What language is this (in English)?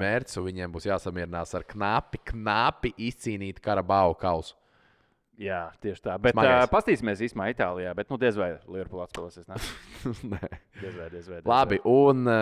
Latvian